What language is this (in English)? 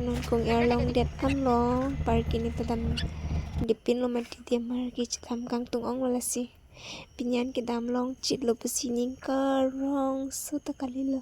Karbi